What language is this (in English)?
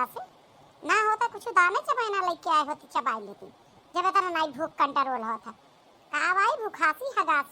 Awadhi